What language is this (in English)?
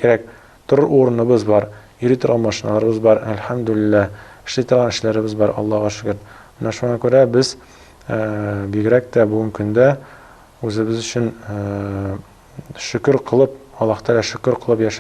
Tatar